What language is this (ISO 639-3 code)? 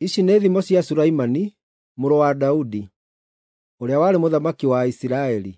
kik